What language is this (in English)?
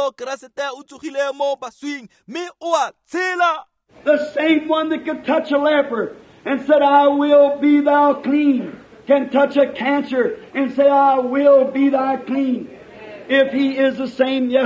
Tswana